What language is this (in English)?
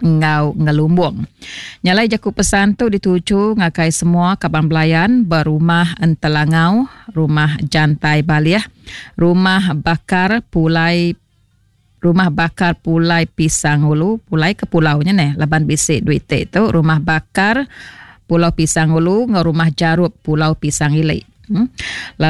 Iban